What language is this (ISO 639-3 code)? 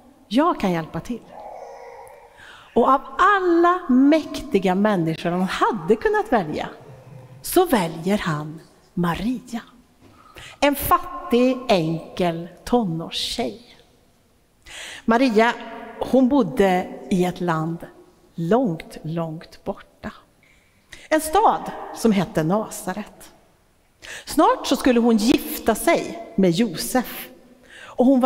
swe